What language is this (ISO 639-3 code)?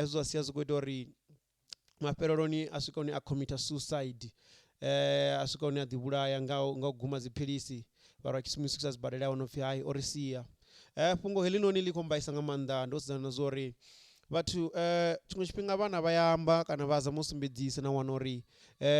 ven